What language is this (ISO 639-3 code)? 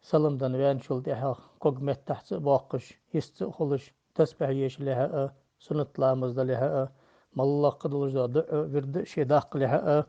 inh